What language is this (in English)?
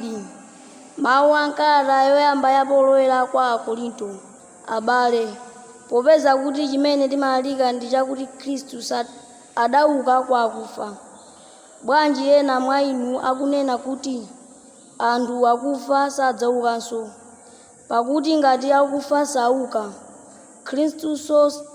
Nyanja